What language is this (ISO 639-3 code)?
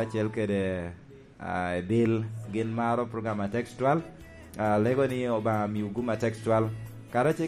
laj